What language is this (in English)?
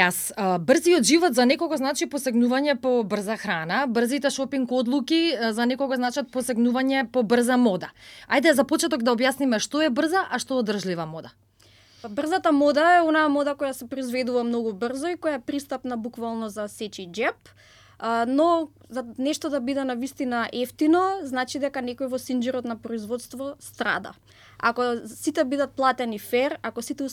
Macedonian